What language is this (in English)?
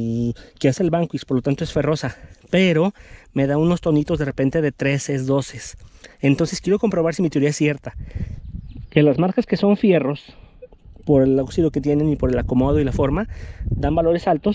Spanish